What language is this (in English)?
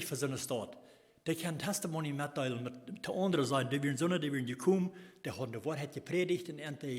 Plautdietsch